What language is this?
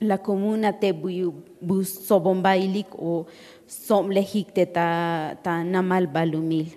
Tzotzil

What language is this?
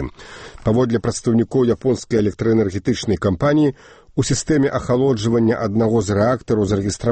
Belarusian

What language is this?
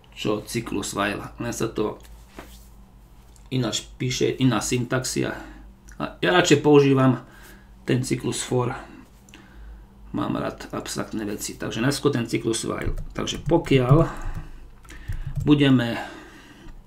Slovak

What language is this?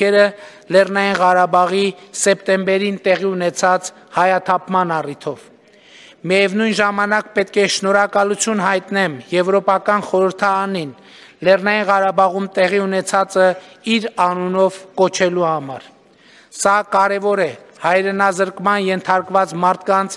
Armenian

